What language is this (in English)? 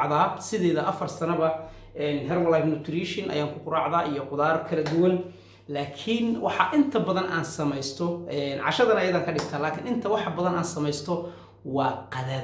Somali